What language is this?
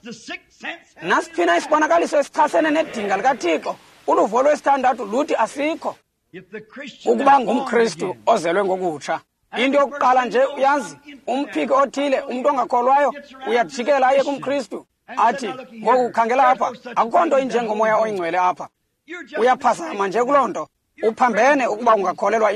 Xhosa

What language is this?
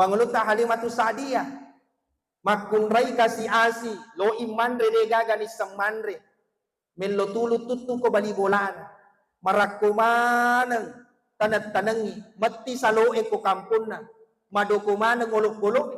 Buginese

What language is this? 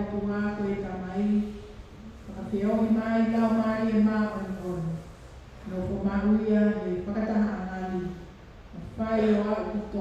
Tongan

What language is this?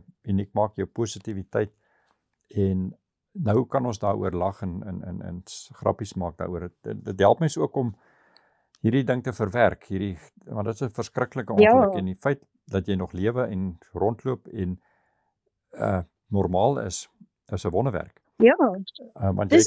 Afrikaans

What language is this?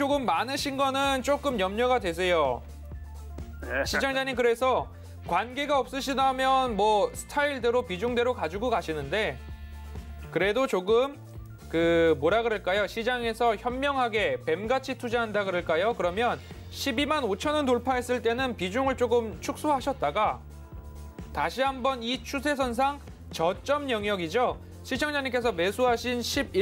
Korean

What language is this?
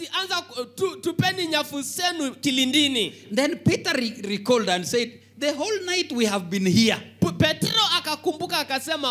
Swahili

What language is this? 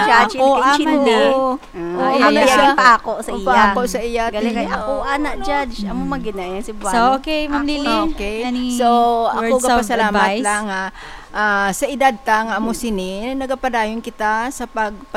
Hiligaynon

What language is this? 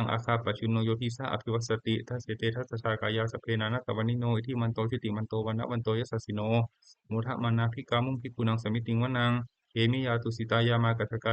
Pali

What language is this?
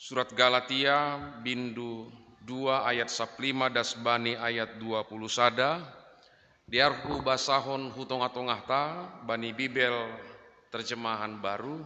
Batak Simalungun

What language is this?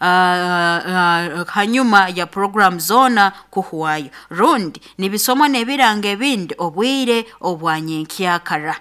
Nyoro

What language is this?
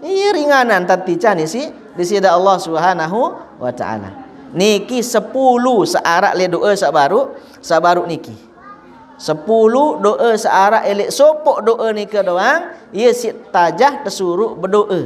Sasak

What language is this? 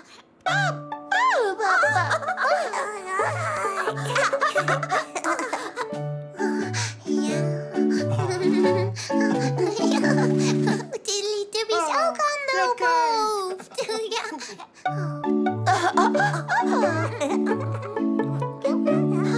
Dutch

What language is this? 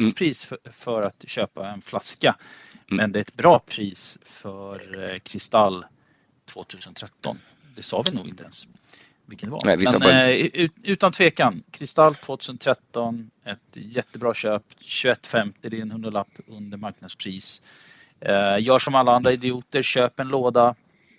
Swedish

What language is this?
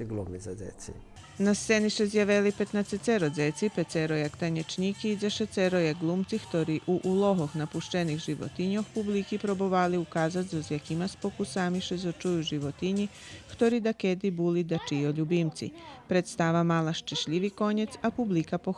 Rusyn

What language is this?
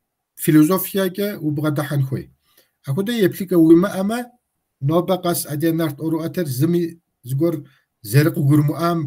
Kabardian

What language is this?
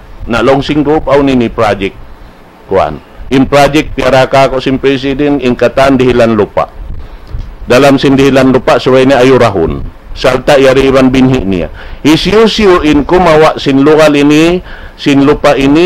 Tausug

